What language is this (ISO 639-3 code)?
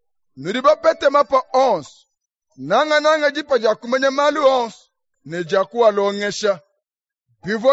lua